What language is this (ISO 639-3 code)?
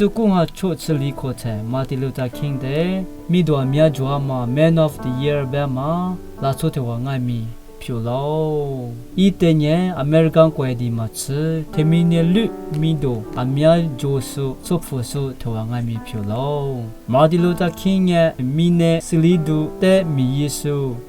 lis